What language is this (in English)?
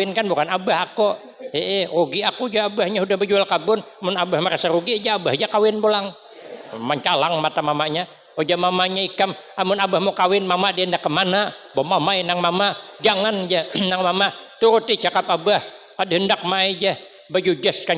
Banjar